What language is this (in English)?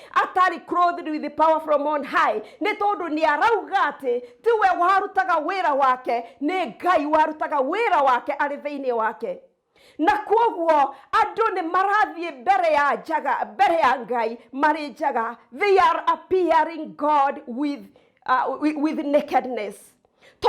Kikuyu